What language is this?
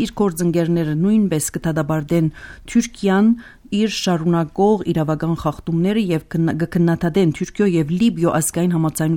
Armenian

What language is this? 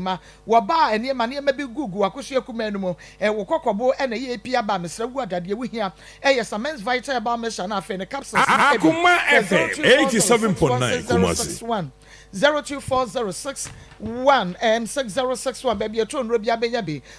Akan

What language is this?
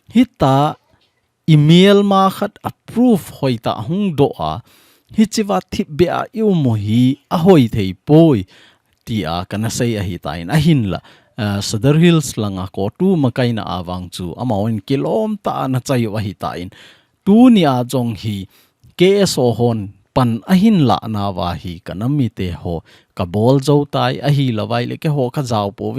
Thado Chin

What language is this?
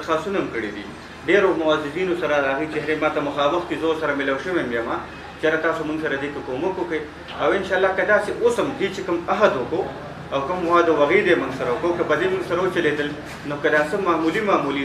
Pashto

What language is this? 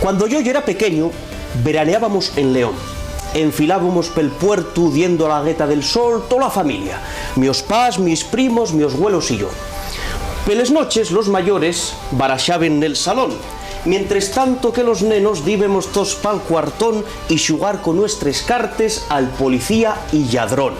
Asturian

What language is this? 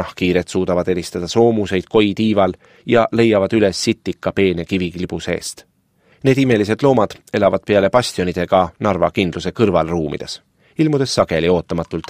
Estonian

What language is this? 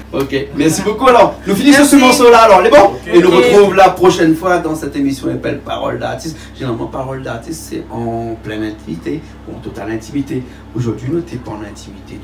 Réunion Creole French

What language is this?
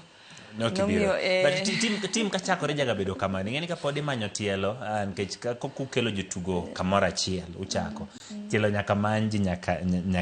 Luo (Kenya and Tanzania)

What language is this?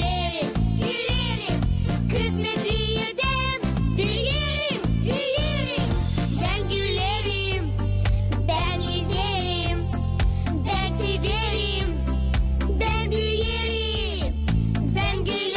Gagauz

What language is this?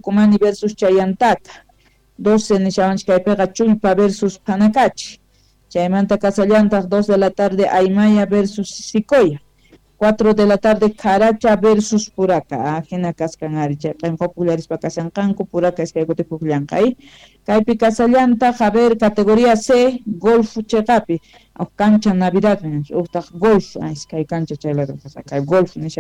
Quechua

